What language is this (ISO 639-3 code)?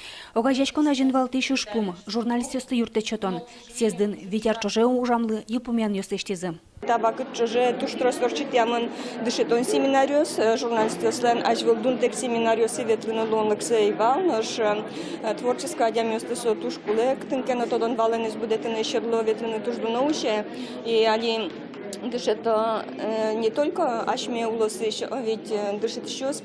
udm